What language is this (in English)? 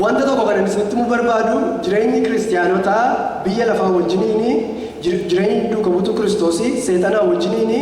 Oromo